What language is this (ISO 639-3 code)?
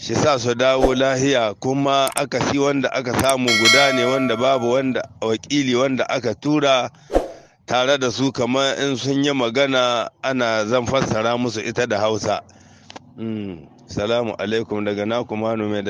hau